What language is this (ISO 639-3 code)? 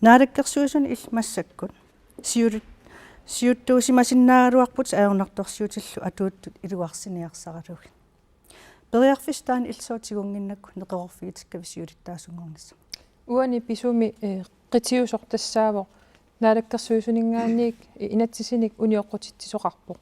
kal